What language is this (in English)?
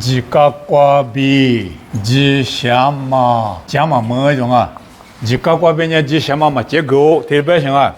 Lisu